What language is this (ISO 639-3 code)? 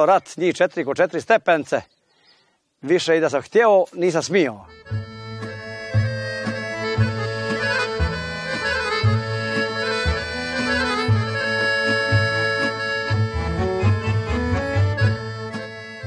hrv